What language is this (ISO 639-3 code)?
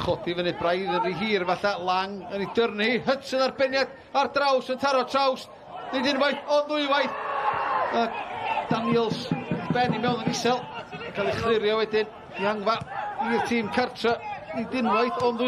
cym